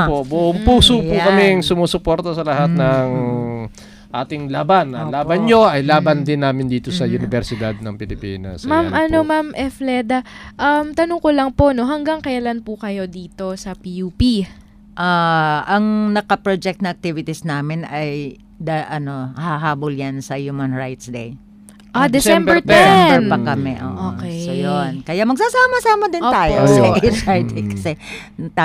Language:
Filipino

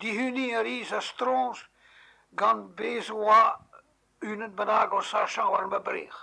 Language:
Breton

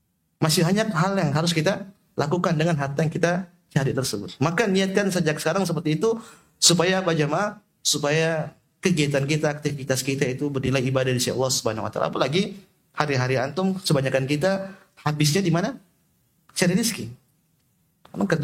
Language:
Indonesian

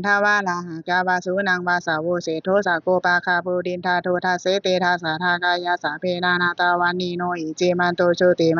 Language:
Pali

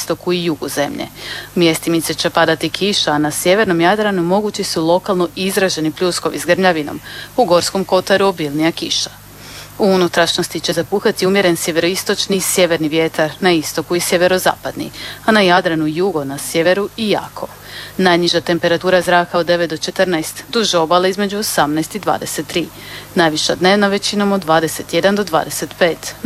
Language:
Croatian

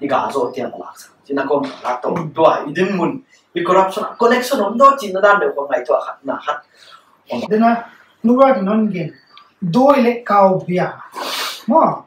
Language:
Paite Chin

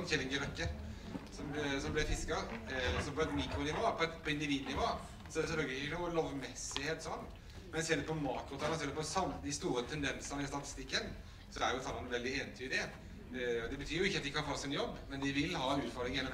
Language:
Norwegian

